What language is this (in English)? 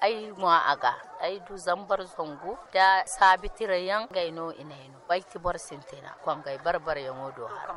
Zarma